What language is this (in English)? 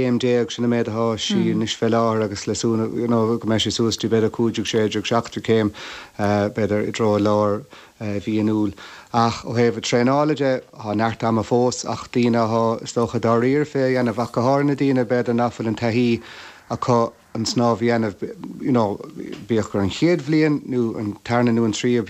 Irish